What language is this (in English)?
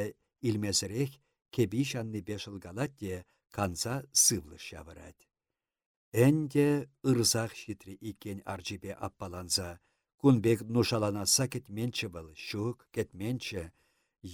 Chuvash